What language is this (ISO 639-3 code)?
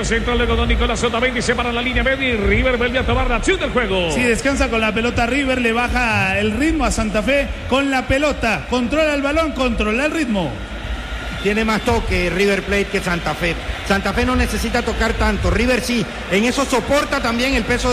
spa